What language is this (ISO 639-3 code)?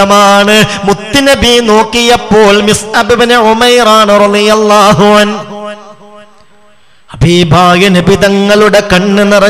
mal